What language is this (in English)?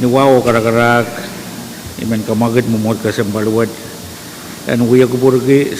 Pohnpeian